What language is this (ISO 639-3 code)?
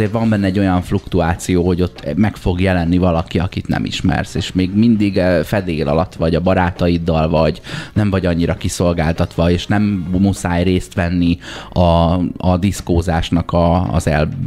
hun